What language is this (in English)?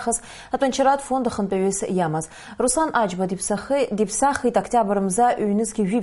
Abkhazian